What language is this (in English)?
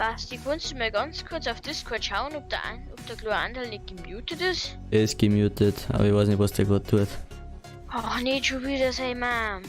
Bavarian